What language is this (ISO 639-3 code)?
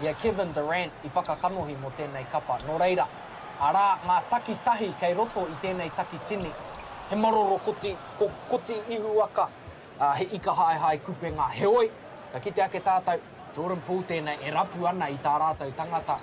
mri